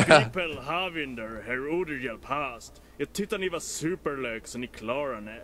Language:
German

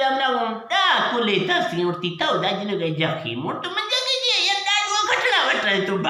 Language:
Eastern Balochi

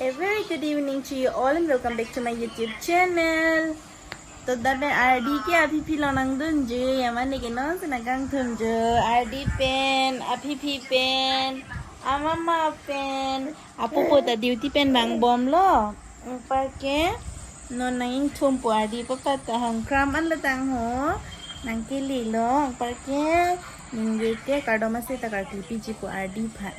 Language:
Karbi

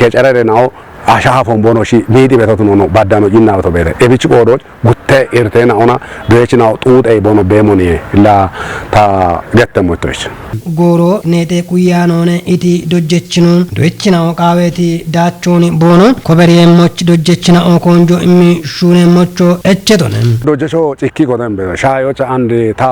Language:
Kafa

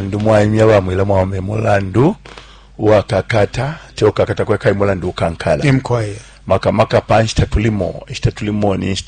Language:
Bemba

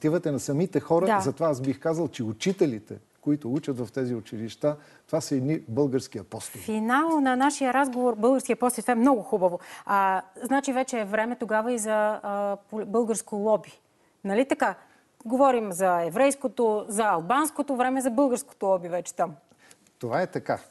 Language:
Bulgarian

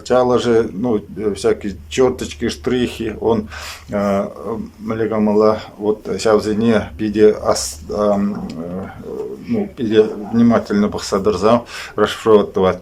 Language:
Chuvash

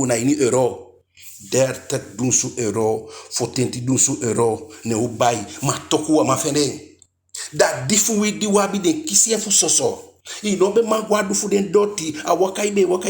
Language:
Eastern Maroon Creole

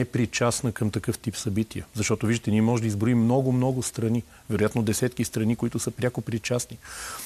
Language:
Bulgarian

